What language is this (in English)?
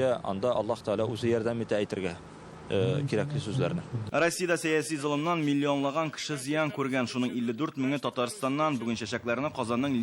Tatar